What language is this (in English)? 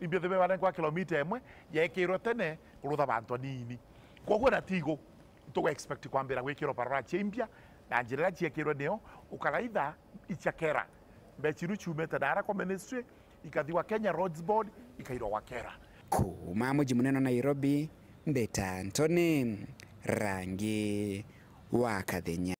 Meru